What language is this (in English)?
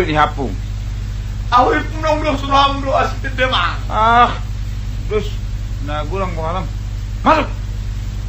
Batak Toba